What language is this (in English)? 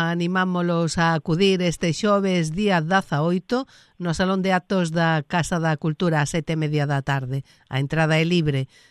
Galician